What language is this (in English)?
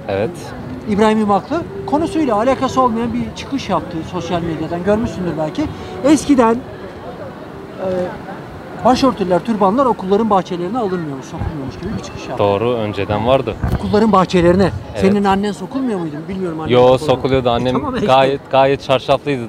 Turkish